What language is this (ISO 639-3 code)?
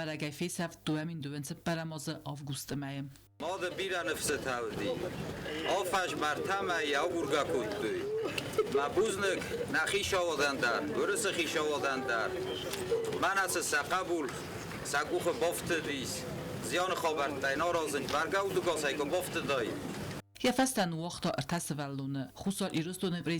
oss